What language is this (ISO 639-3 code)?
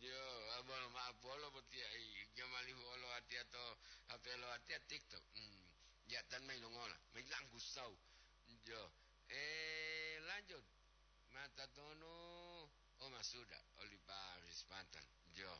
gor